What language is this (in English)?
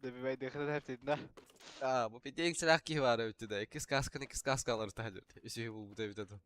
Yakut